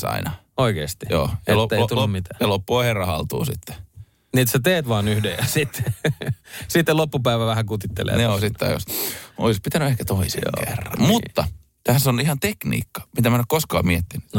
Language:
Finnish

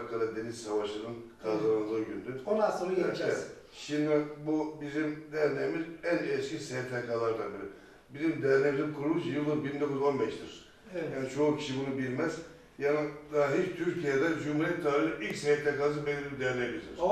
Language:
Turkish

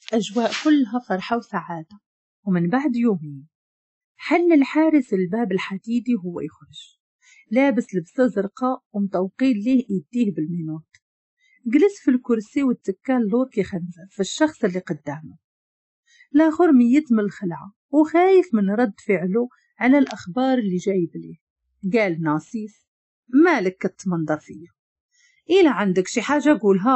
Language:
Moroccan Arabic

